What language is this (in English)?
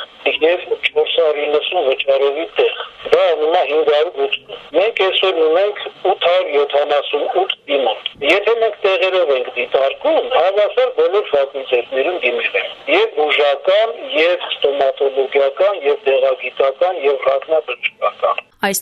Armenian